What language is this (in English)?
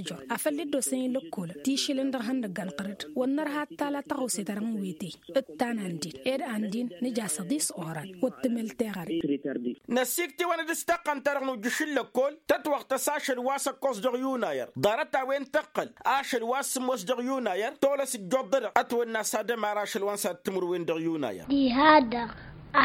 Tamasheq